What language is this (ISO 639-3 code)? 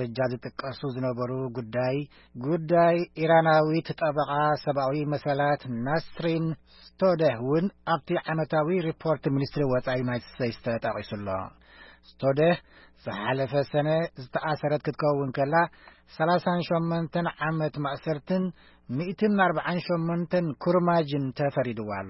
tir